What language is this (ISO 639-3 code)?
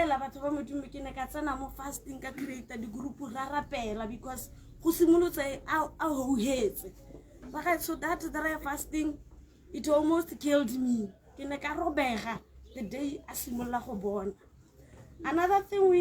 tsn